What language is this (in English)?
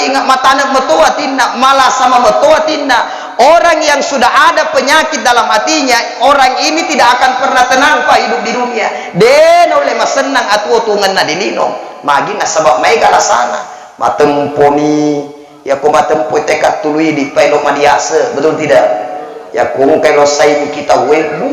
Buginese